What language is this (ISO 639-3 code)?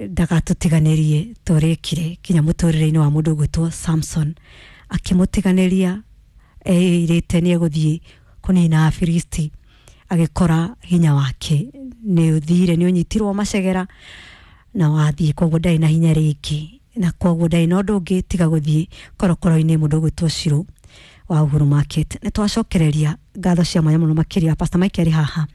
kik